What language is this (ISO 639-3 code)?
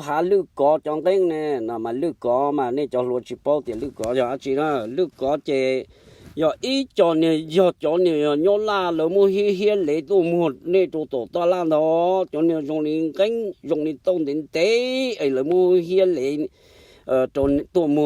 hmn